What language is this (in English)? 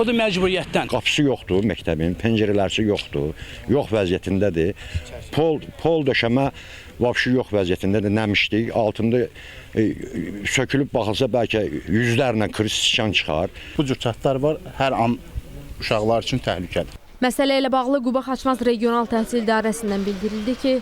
Azerbaijani